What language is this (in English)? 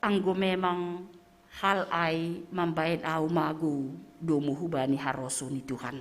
Batak Simalungun